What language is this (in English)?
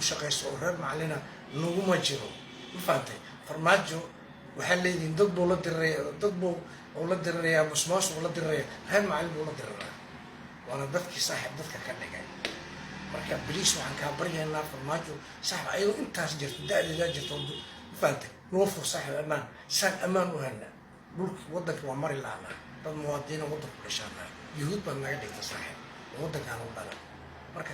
Somali